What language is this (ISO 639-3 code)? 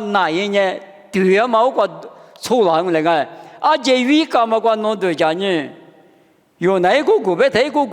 lis